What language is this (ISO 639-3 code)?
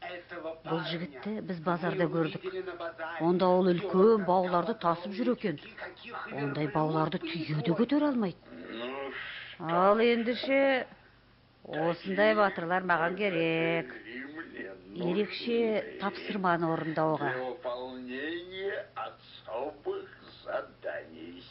kaz